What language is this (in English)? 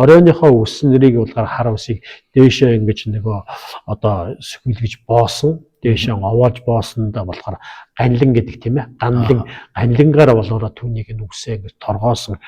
Mongolian